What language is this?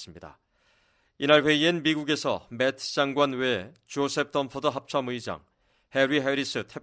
Korean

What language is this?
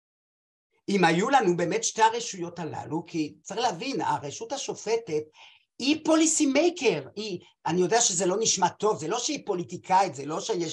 Hebrew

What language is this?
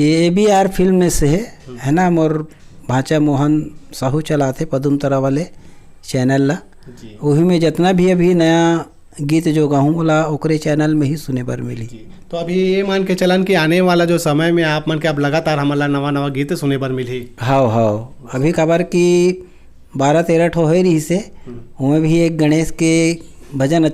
Chhattisgarhi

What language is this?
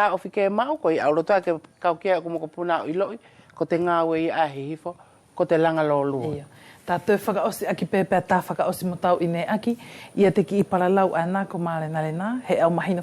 Wallisian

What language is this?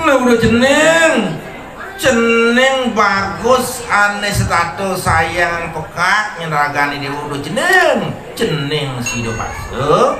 Balinese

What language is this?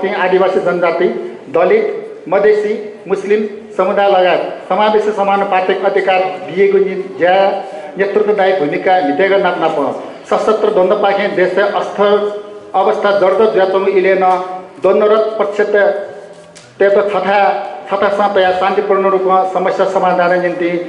Newari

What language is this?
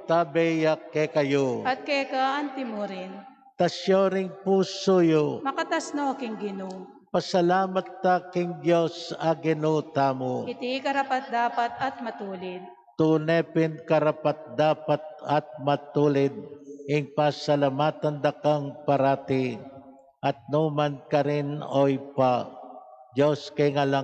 Pampanga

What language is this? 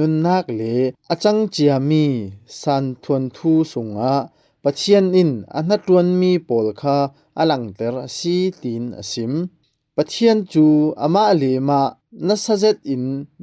Falam Chin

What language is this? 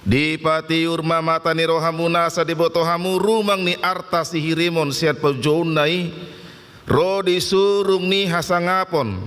Batak Toba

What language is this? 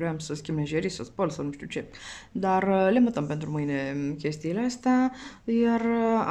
Romanian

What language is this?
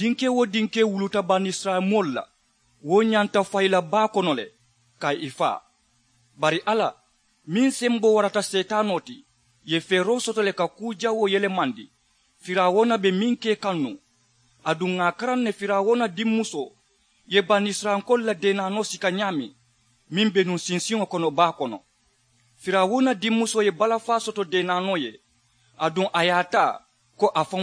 Mandingo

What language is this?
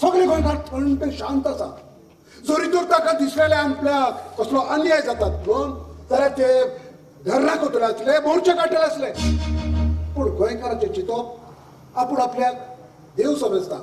Konkani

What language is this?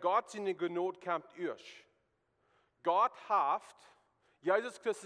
Plautdietsch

